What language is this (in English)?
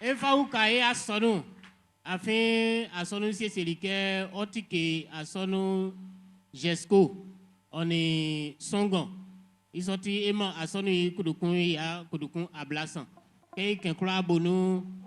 Baoulé